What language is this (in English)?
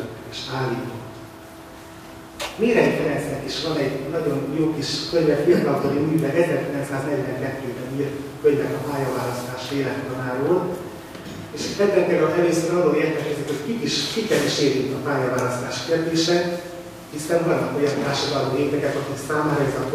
Hungarian